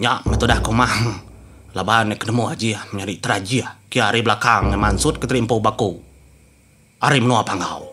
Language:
Iban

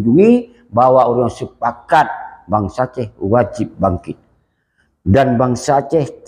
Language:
Achinese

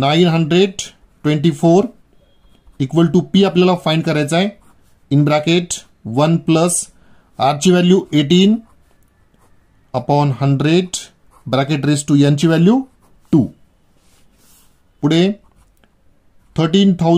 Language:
Marathi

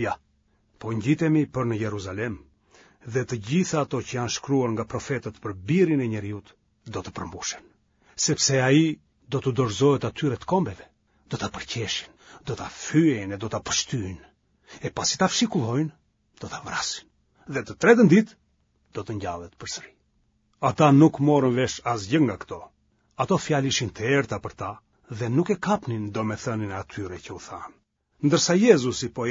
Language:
Albanian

